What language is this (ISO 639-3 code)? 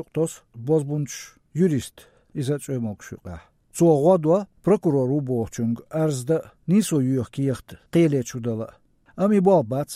che